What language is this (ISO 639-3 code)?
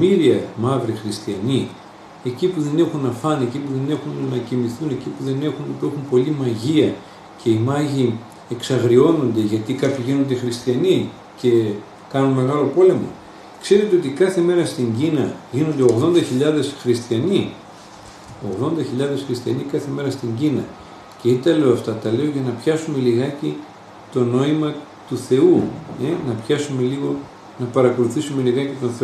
ell